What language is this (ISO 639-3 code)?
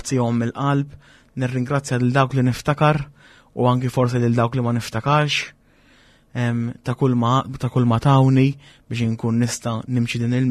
mlt